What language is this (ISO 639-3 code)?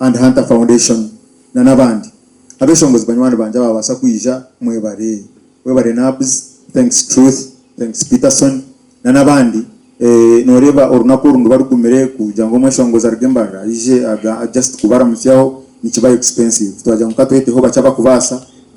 nyn